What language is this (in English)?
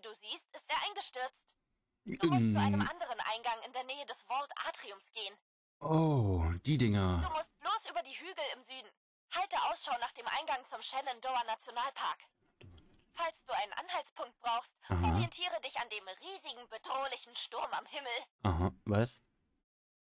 German